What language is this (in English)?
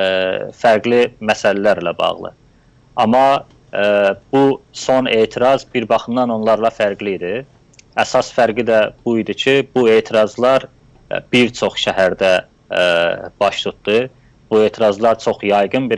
South Azerbaijani